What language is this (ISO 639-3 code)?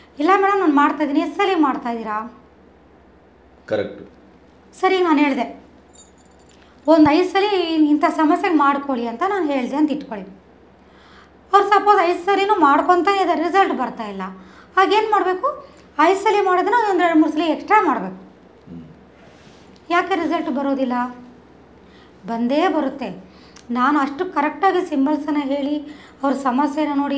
kan